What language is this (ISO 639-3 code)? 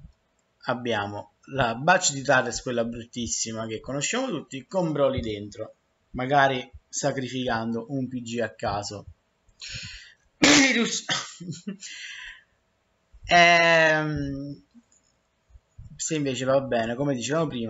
ita